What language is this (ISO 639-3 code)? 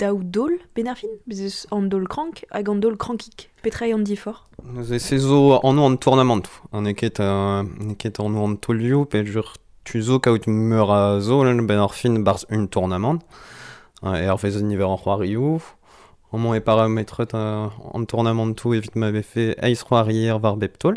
bre